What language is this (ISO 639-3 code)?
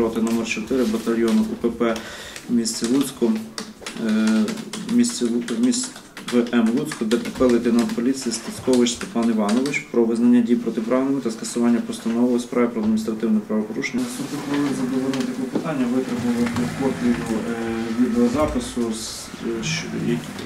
ukr